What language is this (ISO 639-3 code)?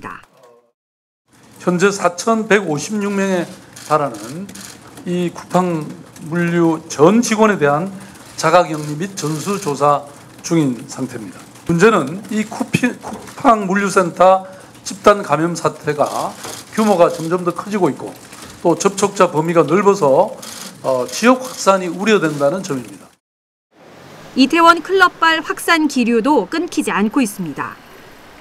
kor